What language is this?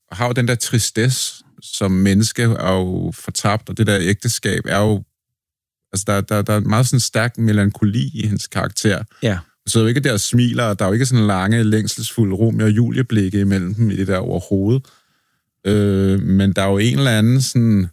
Danish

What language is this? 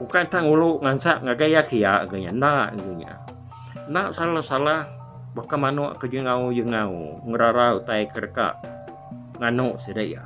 Iban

